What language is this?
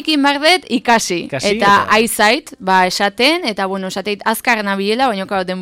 Basque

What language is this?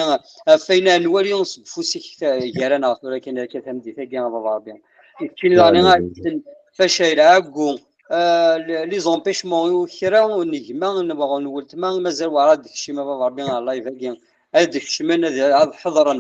Kabyle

